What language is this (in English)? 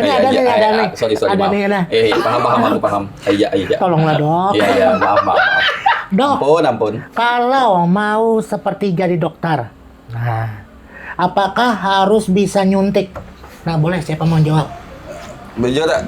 Banjar